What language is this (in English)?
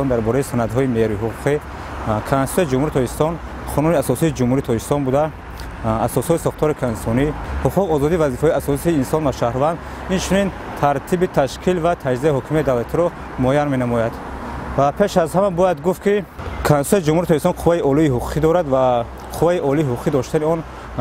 Tajik